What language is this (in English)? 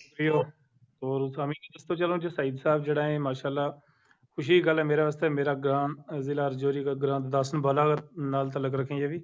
Gujari